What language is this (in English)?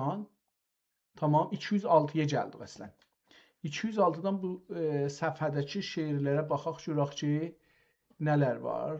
South Azerbaijani